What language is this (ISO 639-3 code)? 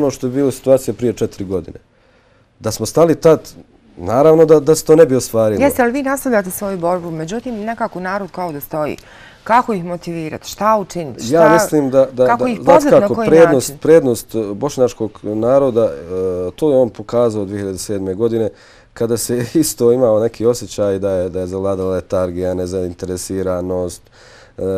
bos